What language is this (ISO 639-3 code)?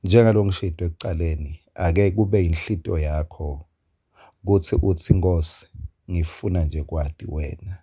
ssw